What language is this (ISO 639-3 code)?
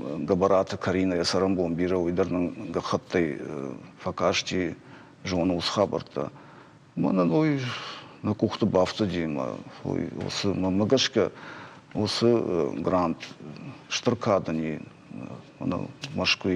oss